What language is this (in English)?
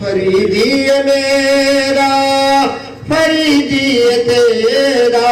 Saraiki